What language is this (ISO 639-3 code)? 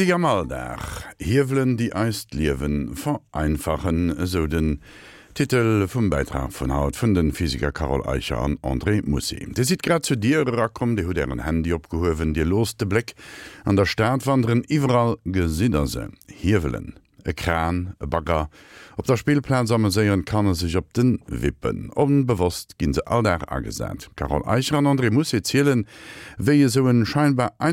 ltz